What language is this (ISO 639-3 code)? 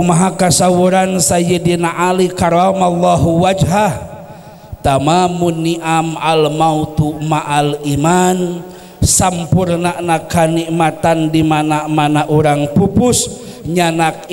sun